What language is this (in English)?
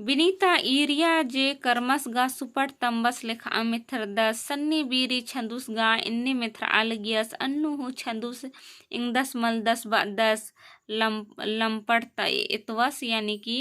Kurukh